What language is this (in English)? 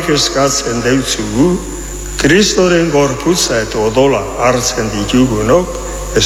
Basque